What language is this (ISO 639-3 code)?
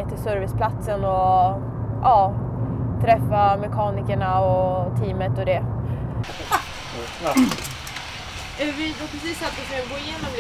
swe